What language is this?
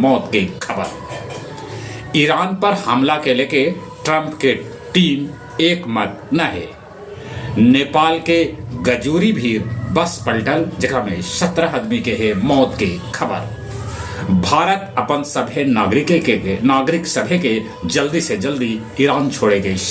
Magahi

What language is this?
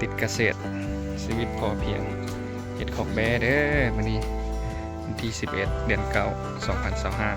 Lao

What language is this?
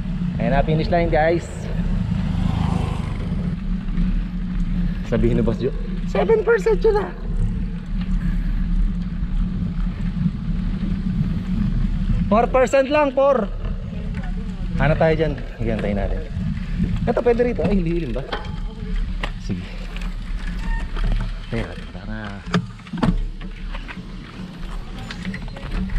Filipino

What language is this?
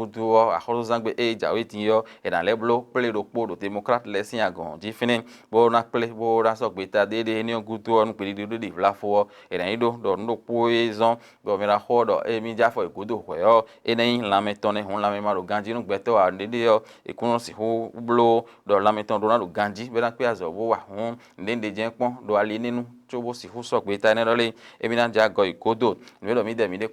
Fon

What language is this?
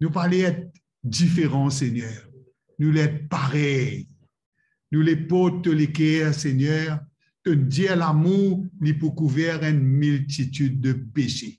Morisyen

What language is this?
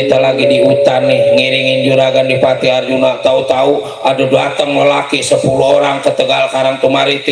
Betawi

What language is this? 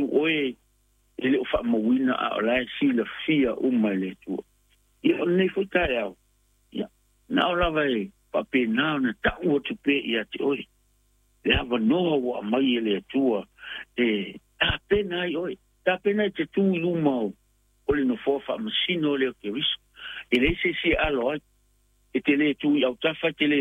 Samoan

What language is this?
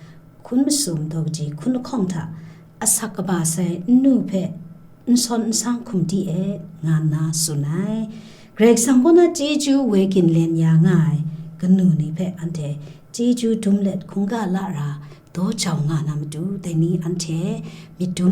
Kachin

